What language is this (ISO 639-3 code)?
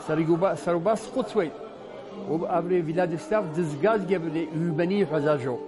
abk